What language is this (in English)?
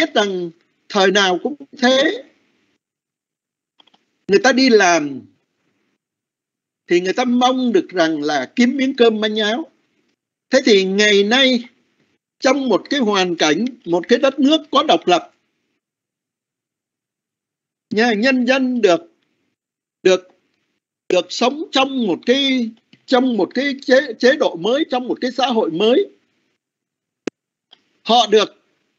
Vietnamese